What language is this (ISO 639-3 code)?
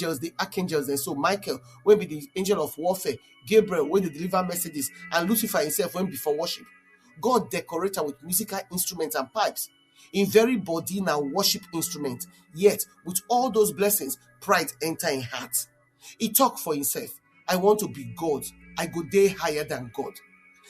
pcm